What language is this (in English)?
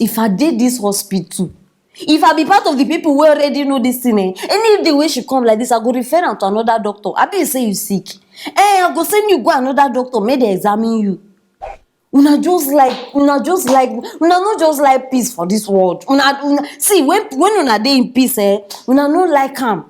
Nigerian Pidgin